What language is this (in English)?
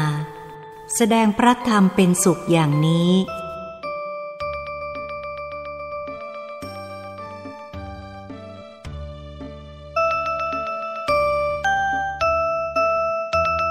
Thai